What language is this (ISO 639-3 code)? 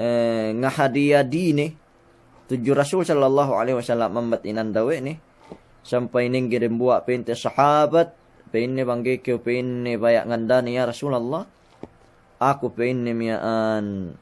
yka